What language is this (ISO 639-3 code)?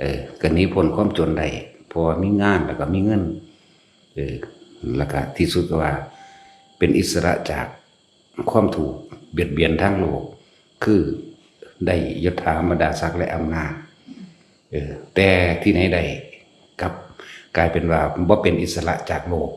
tts